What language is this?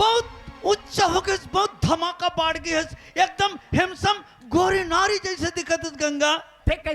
Chhattisgarhi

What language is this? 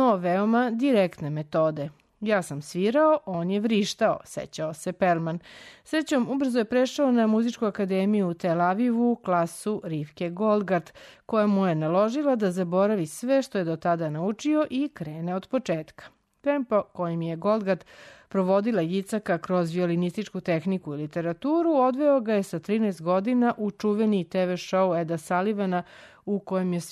Serbian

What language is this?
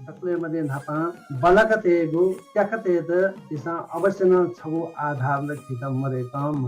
Newari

